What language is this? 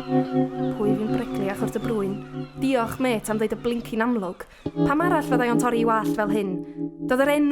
Welsh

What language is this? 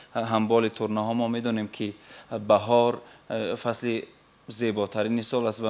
Tajik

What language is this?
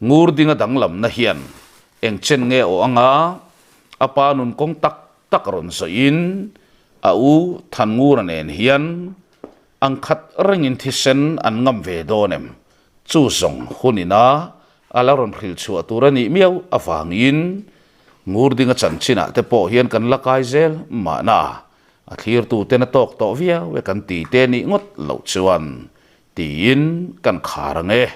Mizo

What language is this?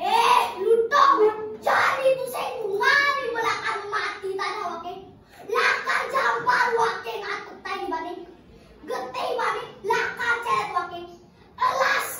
Balinese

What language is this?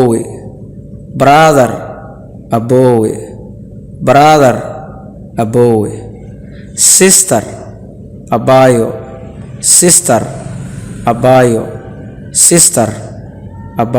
Somali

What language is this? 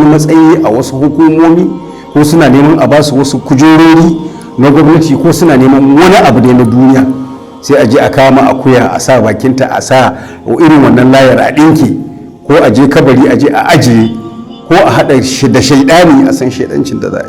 Hausa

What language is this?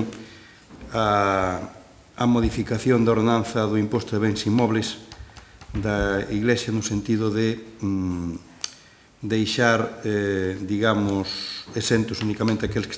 Galician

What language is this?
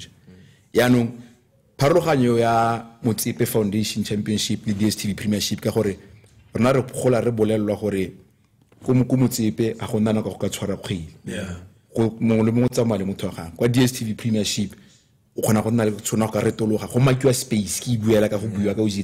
Tswana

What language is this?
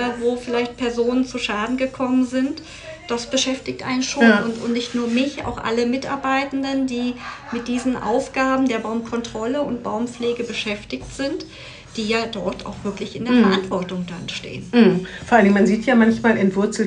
German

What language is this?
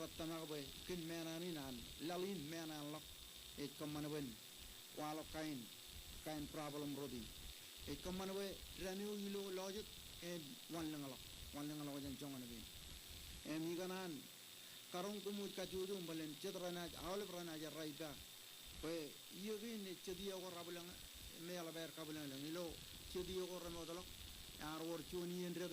Marshallese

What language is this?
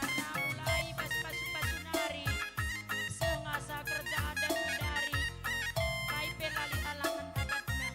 Batak Karo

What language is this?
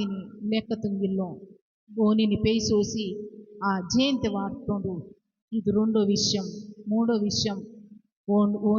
Koya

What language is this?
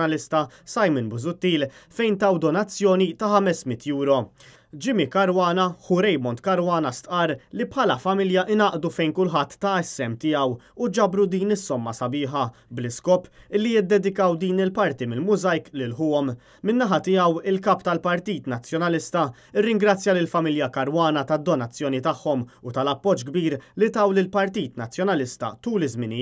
Maltese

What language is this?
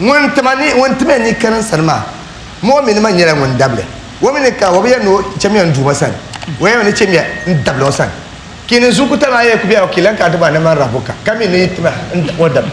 Dagbani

